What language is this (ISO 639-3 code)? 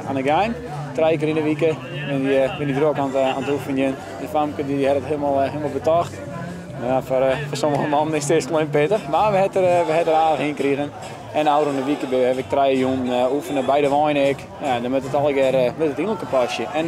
fry